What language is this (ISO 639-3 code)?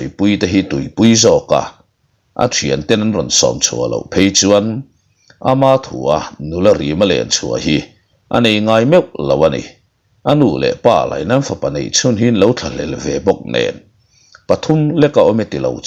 lus